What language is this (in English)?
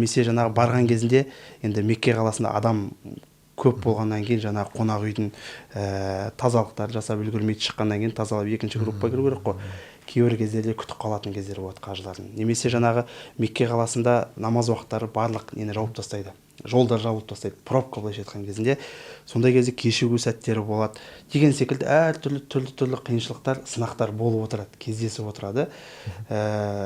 Kazakh